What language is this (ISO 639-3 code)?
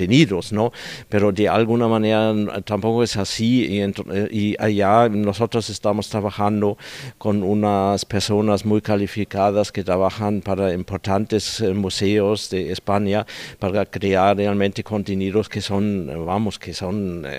spa